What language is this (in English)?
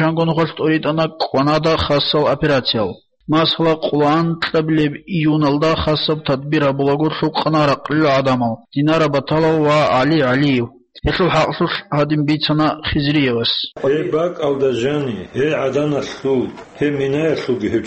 Avaric